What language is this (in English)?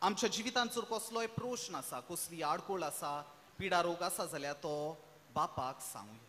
Konkani